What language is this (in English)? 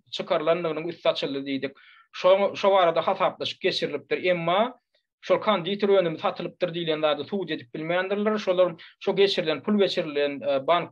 Turkmen